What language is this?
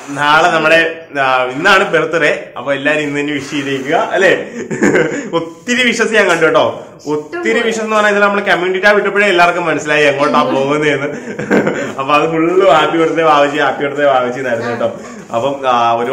Malayalam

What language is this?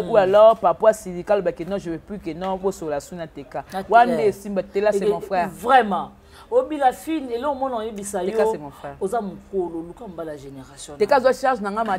Lingala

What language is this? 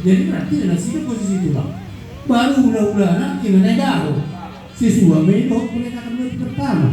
Batak Toba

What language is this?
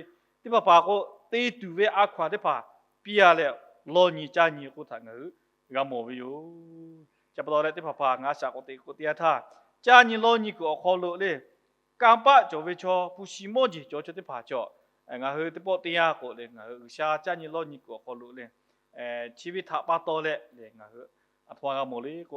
Lahu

